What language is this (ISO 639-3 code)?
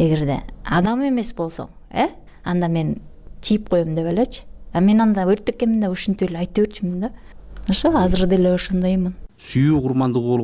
kir